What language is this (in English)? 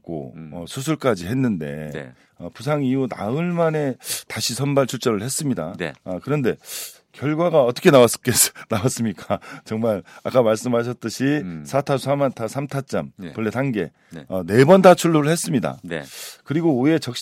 Korean